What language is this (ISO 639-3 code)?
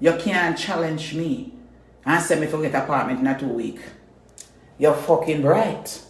jam